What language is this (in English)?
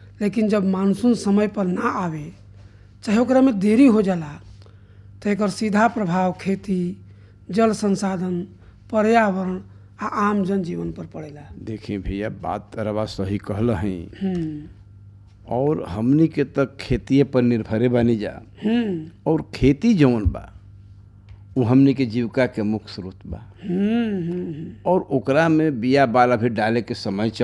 Bhojpuri